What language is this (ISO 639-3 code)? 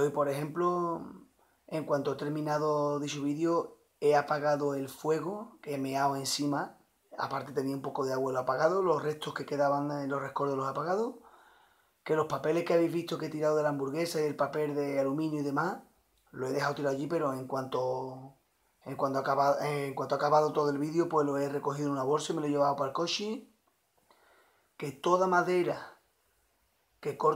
spa